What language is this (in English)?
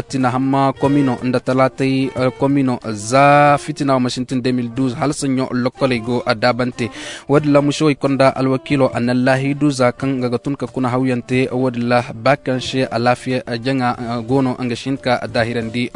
Zarma